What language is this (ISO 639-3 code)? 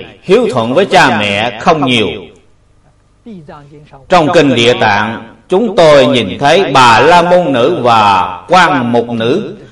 vie